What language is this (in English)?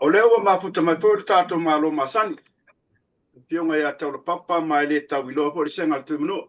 Samoan